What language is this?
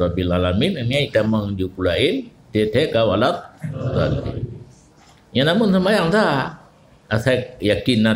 Achinese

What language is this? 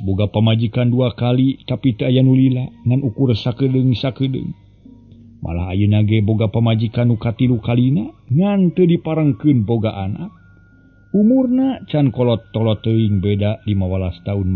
Sundanese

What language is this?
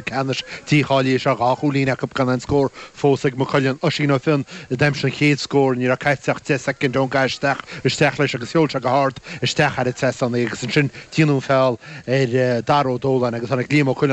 Irish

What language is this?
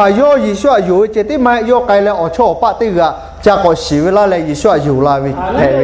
Lahu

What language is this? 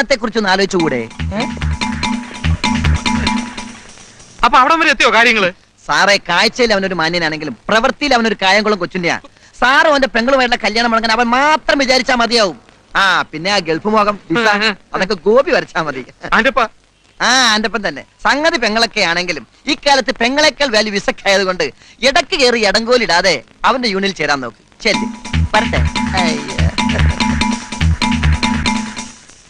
Malayalam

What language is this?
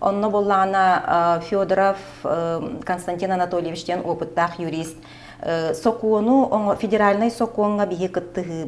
Yakut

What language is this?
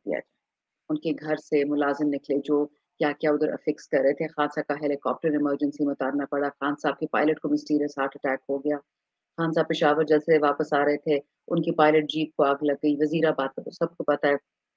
Urdu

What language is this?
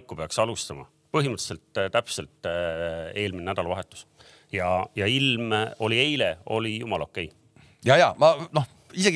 Estonian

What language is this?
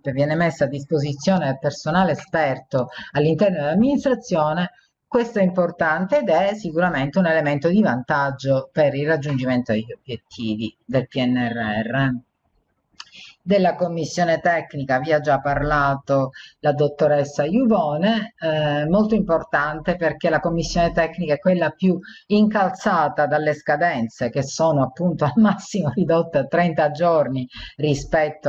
Italian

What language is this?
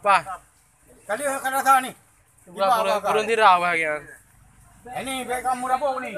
Achinese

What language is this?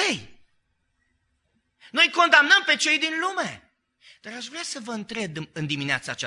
Romanian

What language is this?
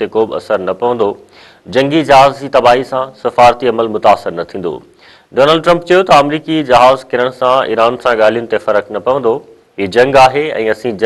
Sindhi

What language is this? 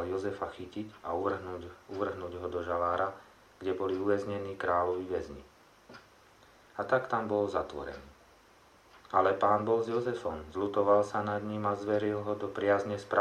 Slovak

